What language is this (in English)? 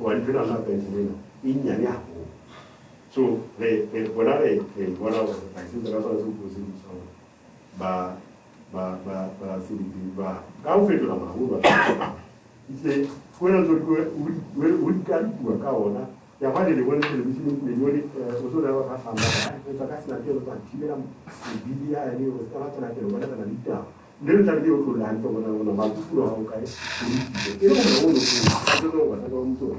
Southern Sotho